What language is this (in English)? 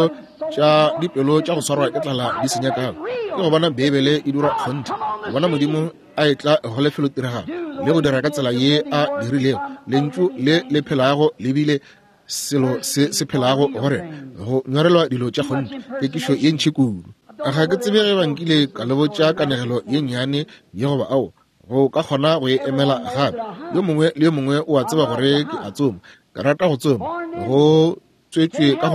Northern Sotho